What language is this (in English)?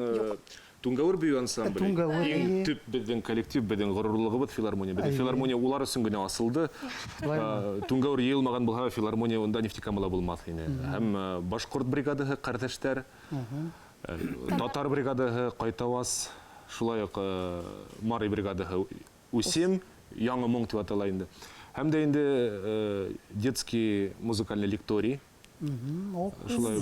Bashkir